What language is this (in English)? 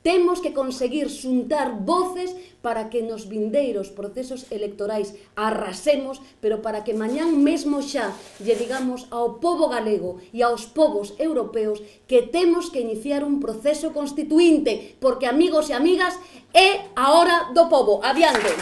Galician